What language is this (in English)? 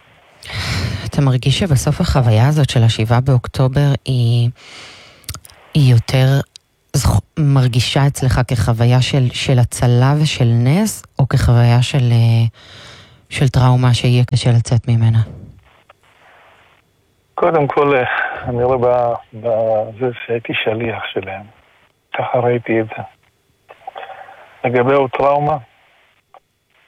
Hebrew